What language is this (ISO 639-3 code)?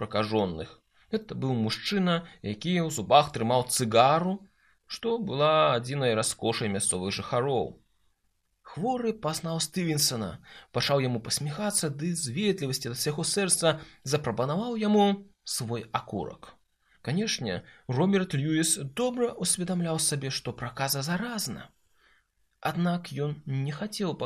bel